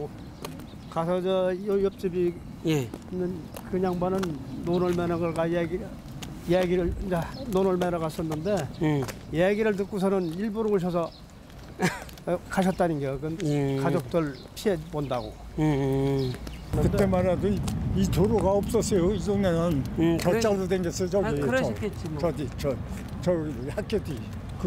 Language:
Korean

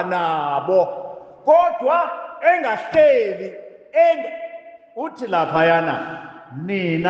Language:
Zulu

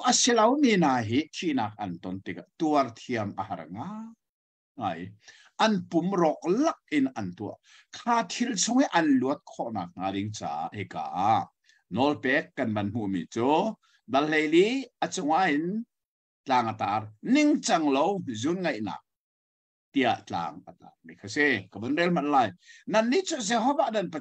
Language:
Hakha Chin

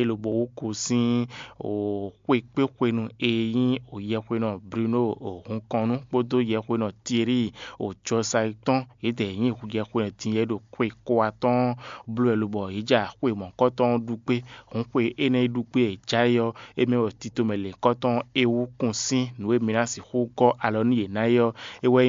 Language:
Fon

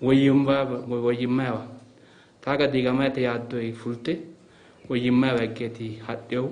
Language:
Sidamo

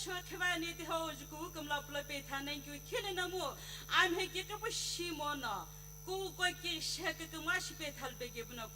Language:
Sumi Naga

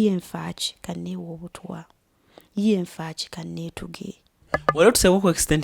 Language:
Ganda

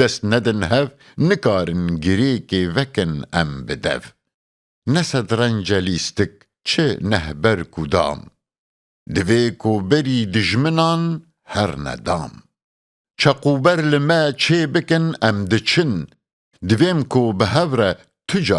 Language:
Kurdish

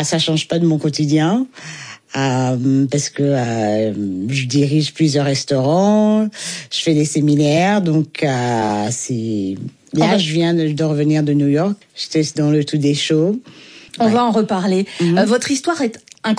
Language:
French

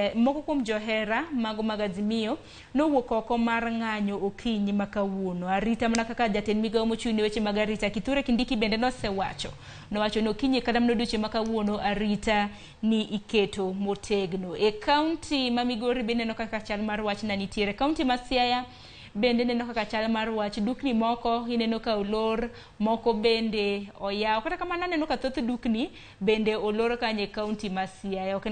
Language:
Luo (Kenya and Tanzania)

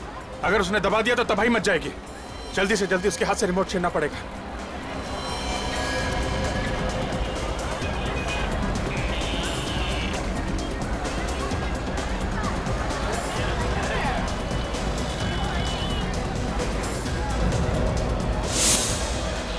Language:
Hindi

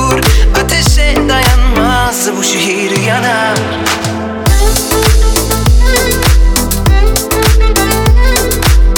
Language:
Turkish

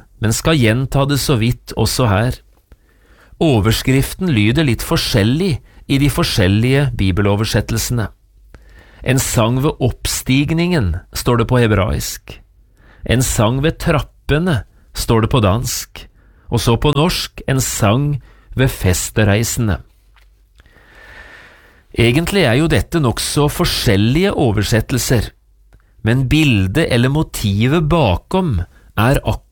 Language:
Norwegian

